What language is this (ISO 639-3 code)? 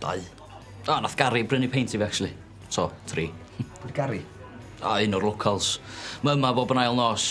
cym